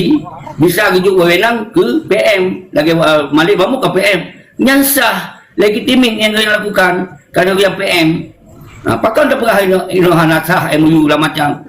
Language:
Achinese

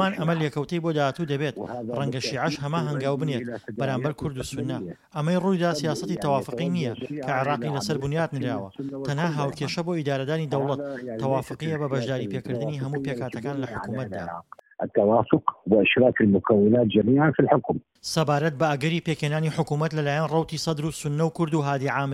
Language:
Central Kurdish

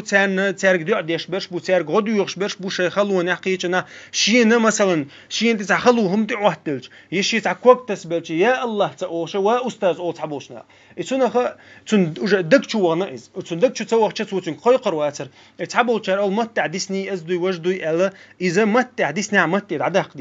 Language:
Chechen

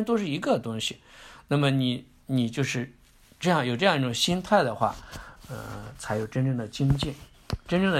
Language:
Chinese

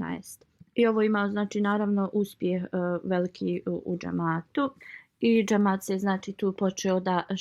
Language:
Bosnian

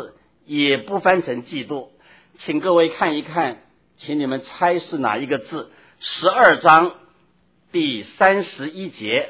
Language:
Chinese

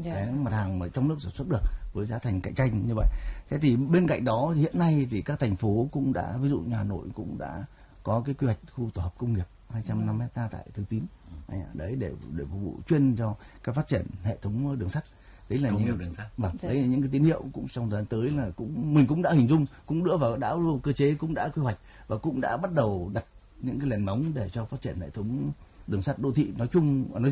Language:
Vietnamese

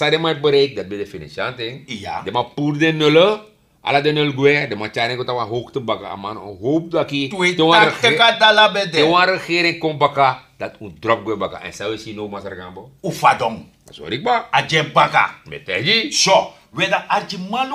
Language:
Sranan Tongo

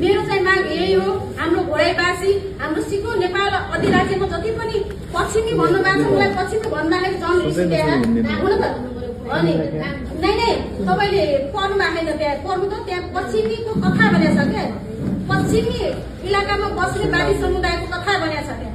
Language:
Nepali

